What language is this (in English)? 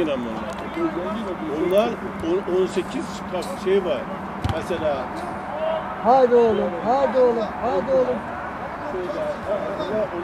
Turkish